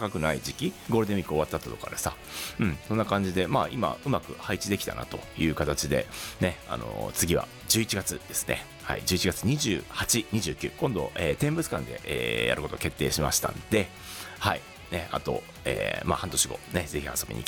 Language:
Japanese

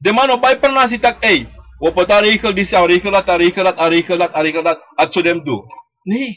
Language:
Sranan Tongo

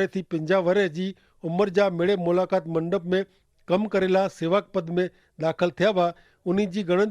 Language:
Kachhi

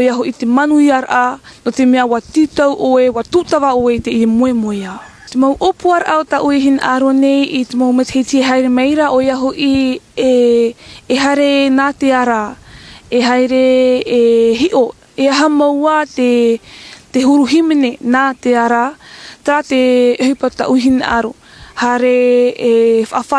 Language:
Tahitian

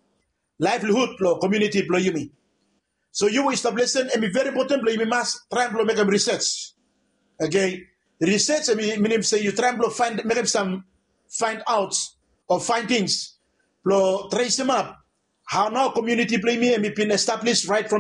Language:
Bislama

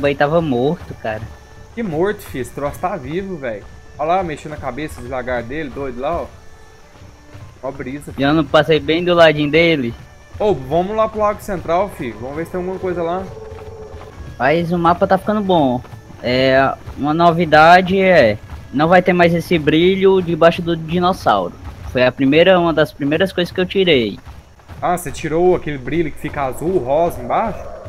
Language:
Portuguese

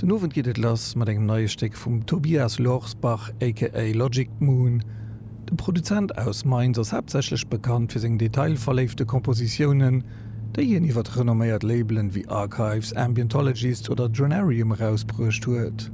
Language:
Luxembourgish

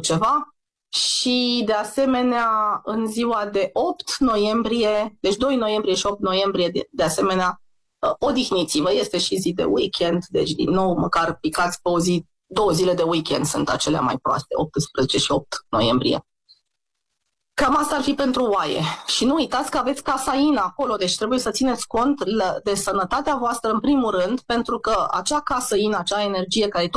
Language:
Romanian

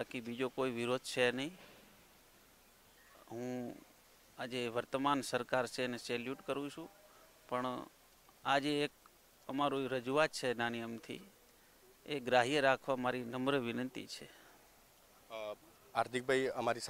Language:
Gujarati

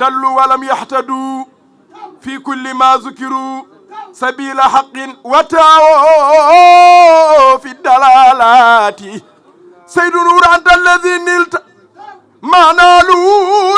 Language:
Fula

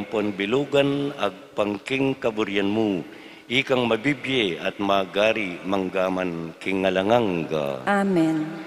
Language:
Pampanga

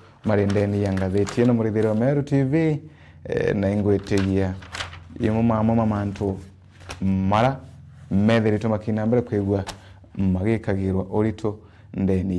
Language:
Meru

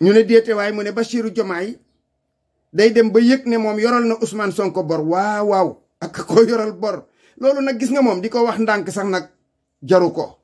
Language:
Wolof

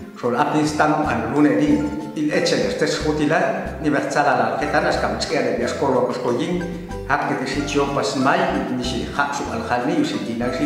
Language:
Popti'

